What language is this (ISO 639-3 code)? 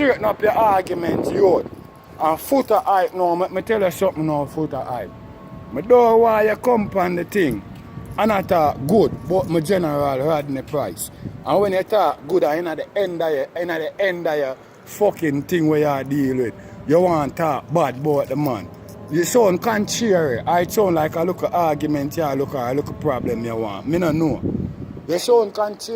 jam